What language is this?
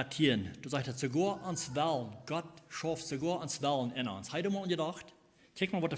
Plautdietsch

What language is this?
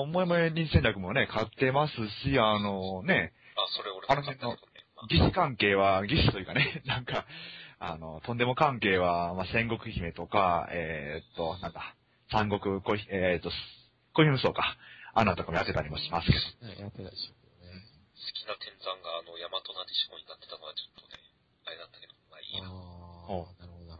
Japanese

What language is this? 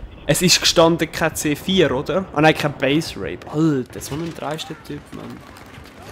Swiss German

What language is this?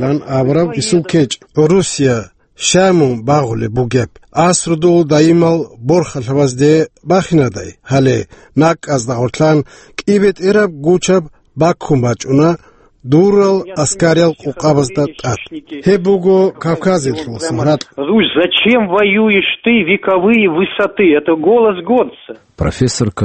Avaric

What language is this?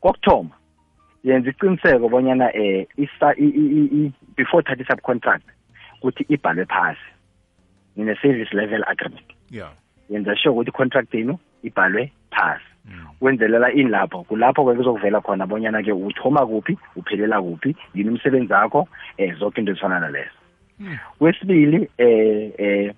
South Ndebele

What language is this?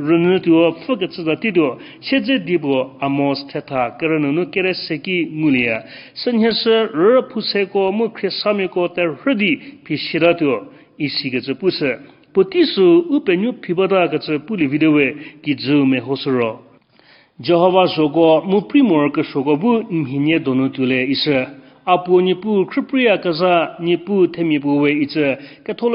Angami Naga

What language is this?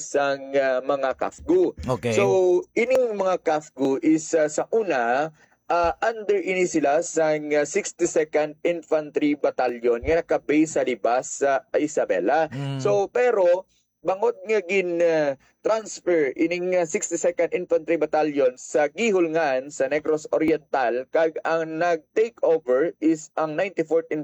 Hiligaynon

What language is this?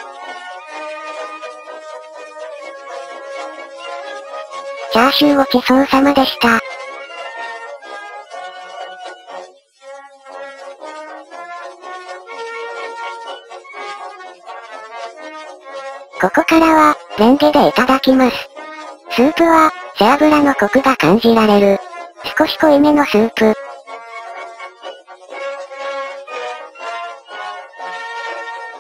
Japanese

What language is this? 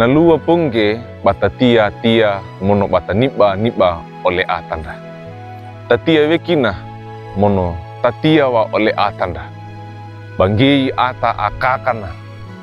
Wejewa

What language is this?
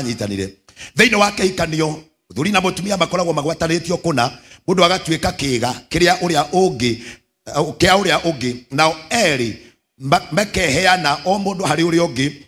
Kikuyu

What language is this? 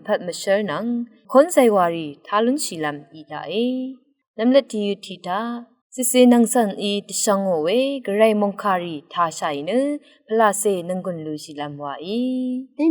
Rawang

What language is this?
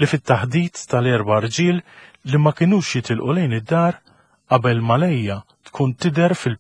Maltese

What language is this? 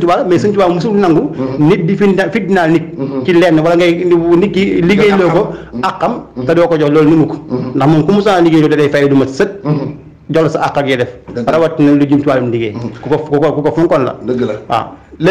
Wolof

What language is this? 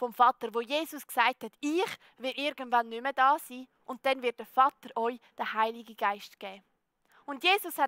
Swiss German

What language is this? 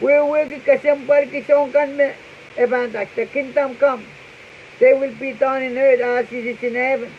Pohnpeian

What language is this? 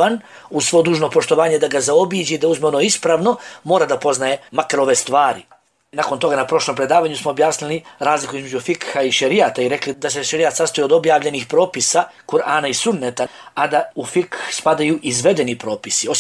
Bosnian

